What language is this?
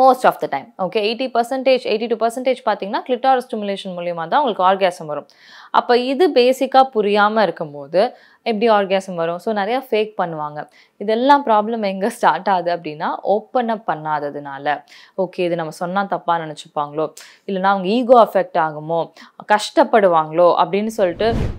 Tamil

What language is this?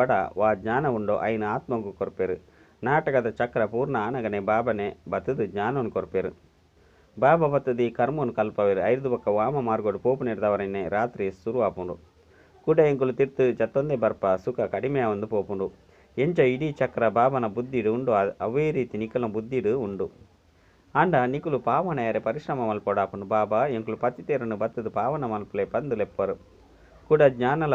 Tulu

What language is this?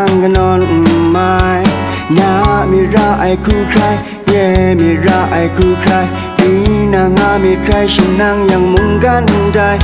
Kachin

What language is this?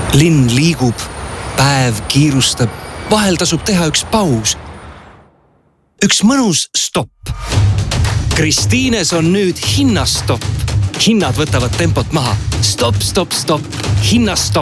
Estonian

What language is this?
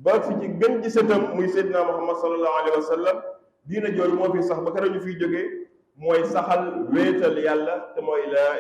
Wolof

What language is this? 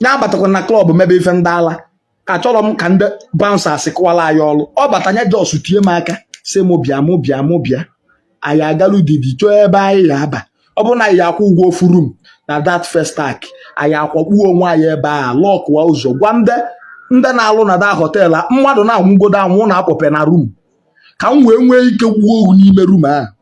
Igbo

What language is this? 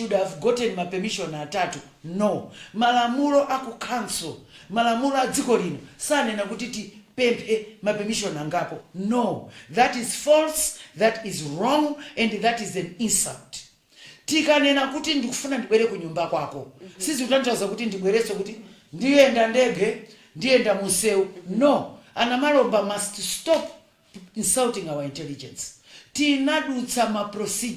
Nyanja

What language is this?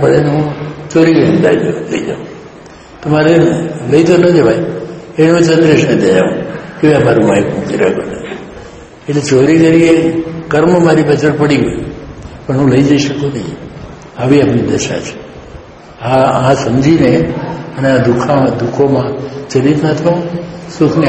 Gujarati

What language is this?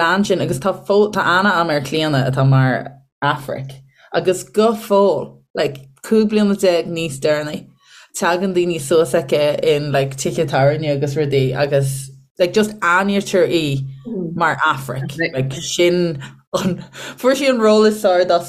Irish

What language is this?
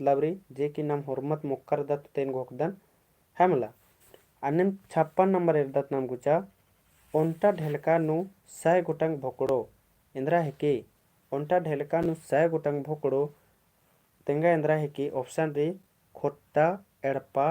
Kurukh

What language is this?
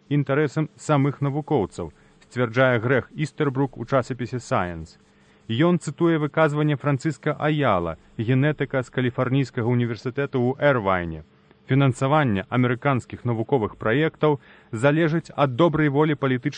Belarusian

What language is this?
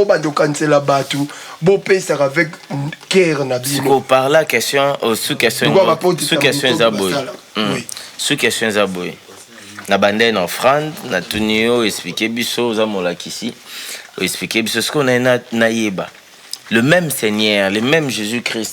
Lingala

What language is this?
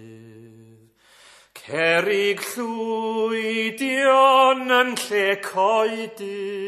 Welsh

